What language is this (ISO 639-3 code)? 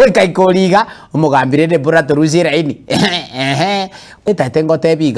guz